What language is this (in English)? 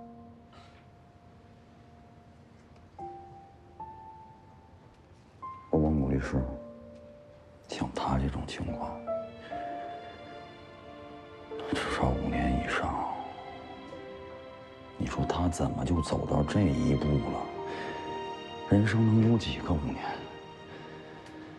Chinese